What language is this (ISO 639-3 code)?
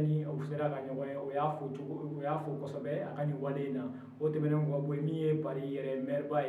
bam